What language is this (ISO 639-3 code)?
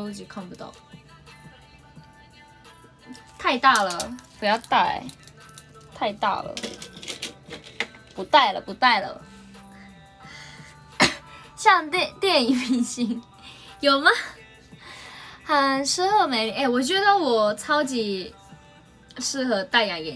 zho